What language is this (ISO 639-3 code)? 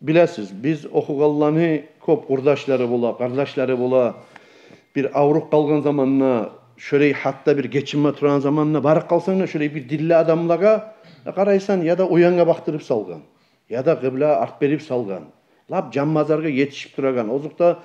kum